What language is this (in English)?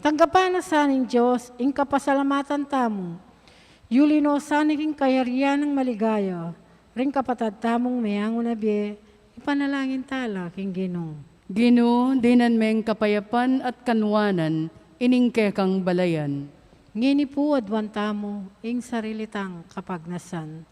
Pampanga